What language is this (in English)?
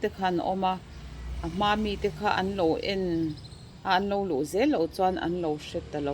Mizo